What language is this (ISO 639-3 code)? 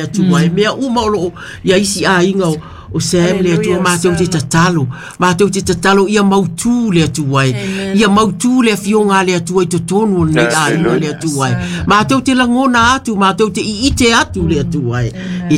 smo